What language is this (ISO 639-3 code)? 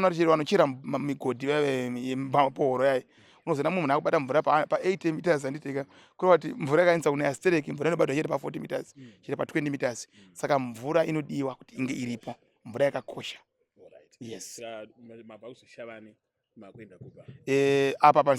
sna